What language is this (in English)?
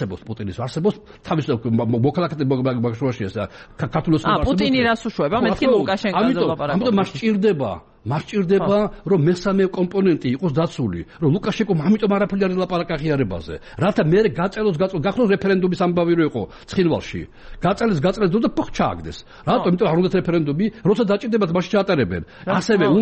Georgian